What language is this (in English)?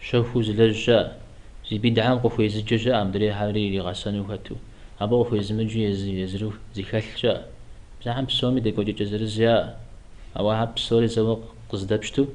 Kabardian